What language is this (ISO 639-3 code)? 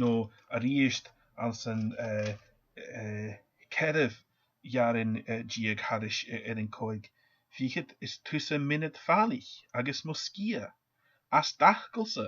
gla